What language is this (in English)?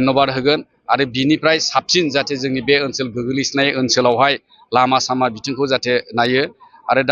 Bodo